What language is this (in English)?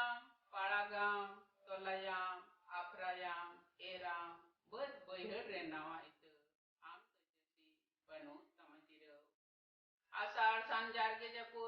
Santali